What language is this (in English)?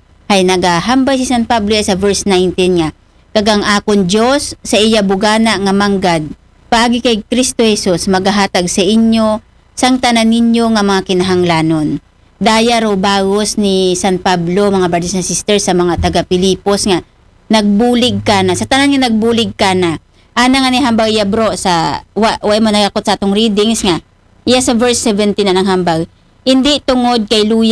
Aklanon